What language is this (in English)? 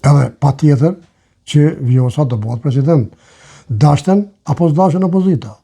Albanian